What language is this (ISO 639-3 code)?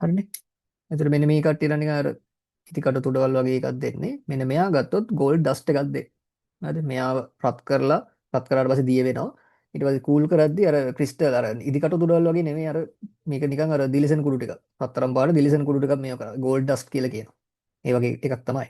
sin